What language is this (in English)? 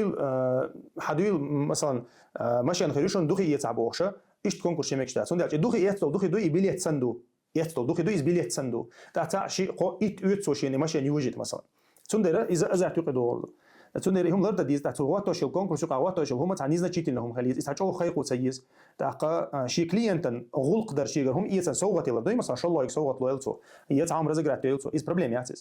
Chechen